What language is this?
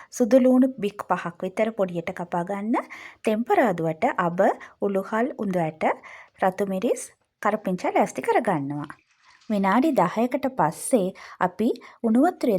Sinhala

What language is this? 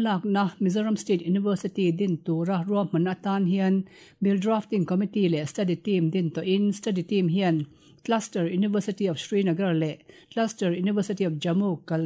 Mizo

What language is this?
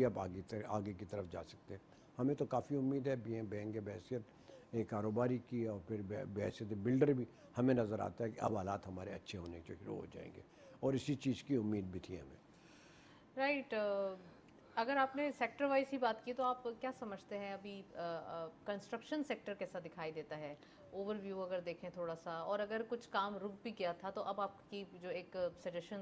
Urdu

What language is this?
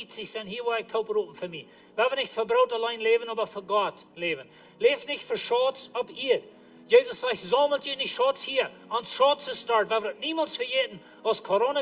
Plautdietsch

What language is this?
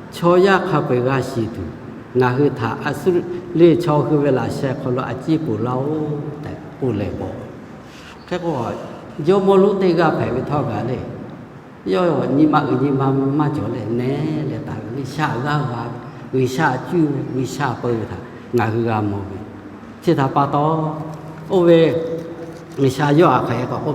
Lahu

